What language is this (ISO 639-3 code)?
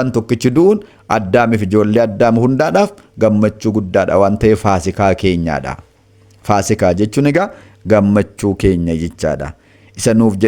orm